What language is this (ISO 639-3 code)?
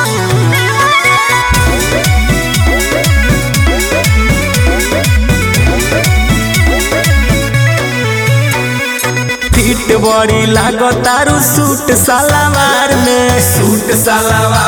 bho